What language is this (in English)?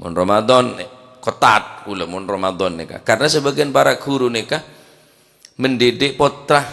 Madurese